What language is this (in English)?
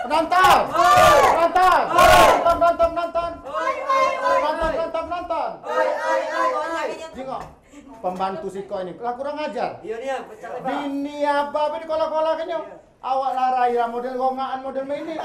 Musi